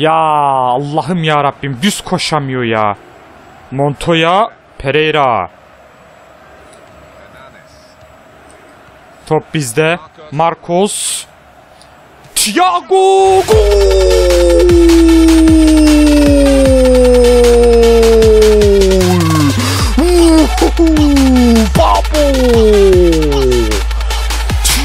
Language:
Turkish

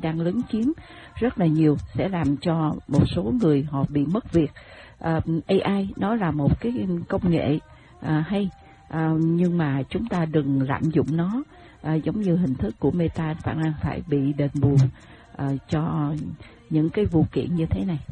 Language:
Vietnamese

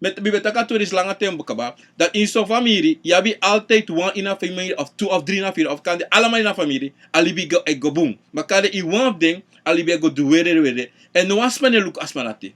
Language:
Sranan Tongo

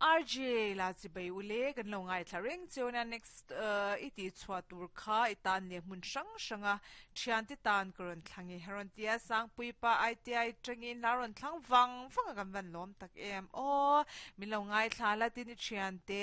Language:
Mizo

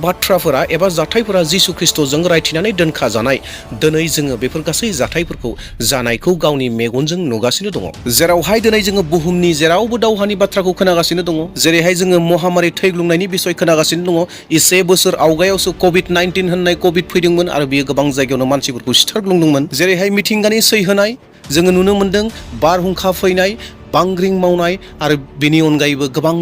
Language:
Bodo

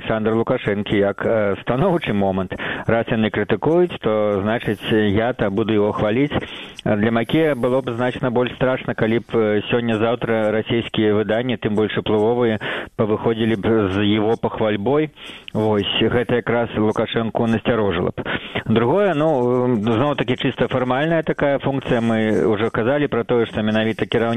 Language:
Belarusian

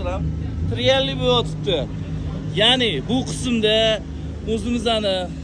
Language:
Uzbek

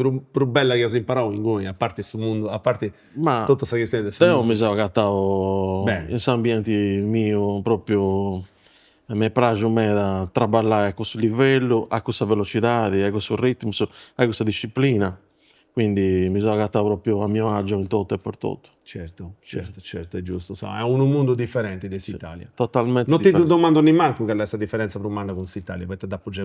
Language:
Sardinian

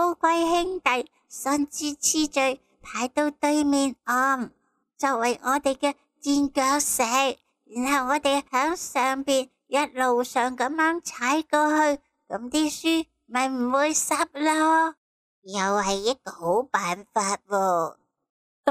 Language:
Cantonese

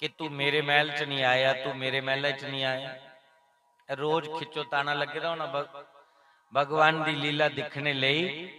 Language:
Dogri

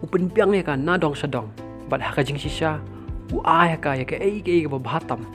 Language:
Khasi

